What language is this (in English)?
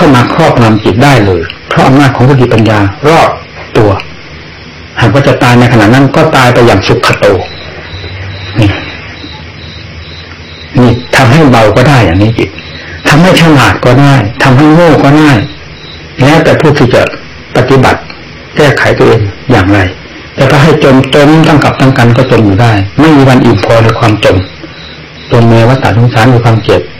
Thai